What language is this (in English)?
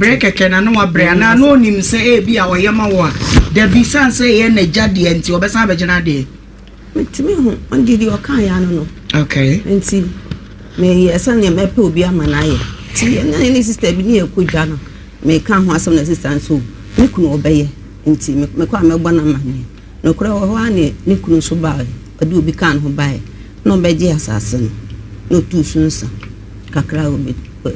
Akan